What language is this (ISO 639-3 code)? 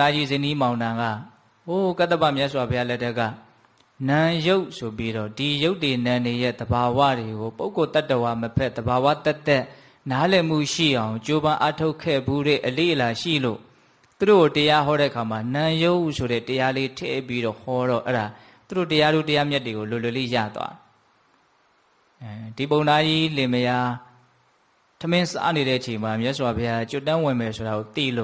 mya